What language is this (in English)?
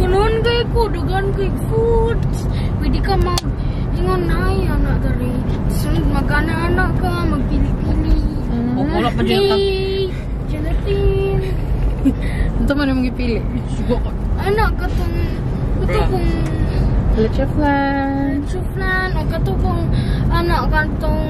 Cebuano